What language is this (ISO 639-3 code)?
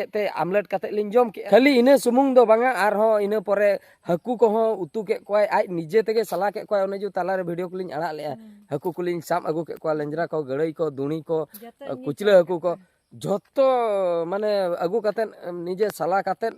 sat